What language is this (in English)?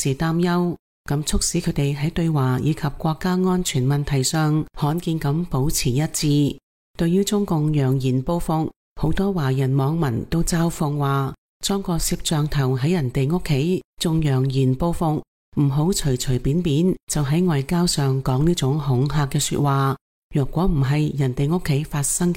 Cantonese